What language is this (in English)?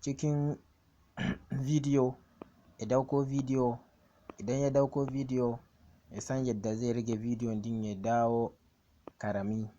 Hausa